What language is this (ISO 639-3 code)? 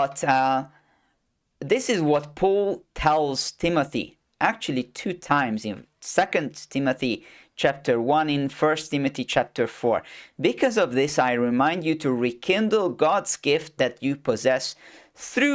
eng